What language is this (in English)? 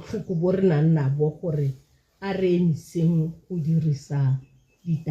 Tswana